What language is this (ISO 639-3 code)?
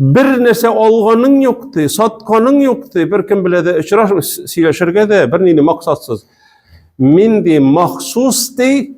tat